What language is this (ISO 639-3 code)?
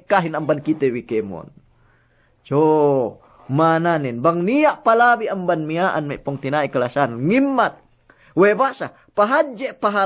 yka